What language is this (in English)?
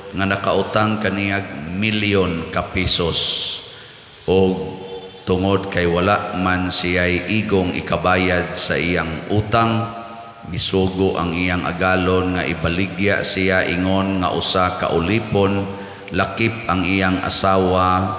Cebuano